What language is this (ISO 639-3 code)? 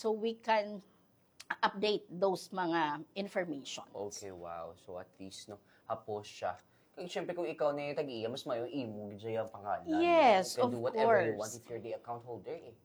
hil